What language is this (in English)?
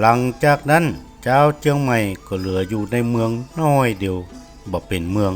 Northern Thai